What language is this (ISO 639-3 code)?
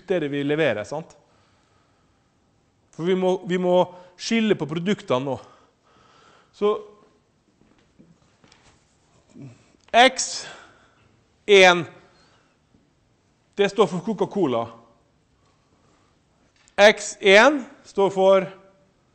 nor